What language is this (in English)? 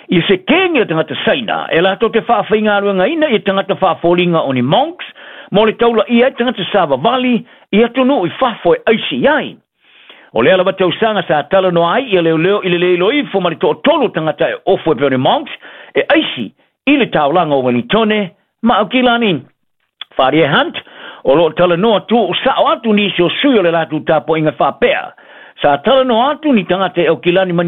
Samoan